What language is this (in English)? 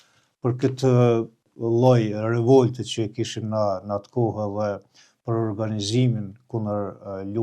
Albanian